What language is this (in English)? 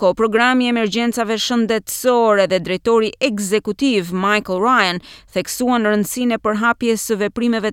Albanian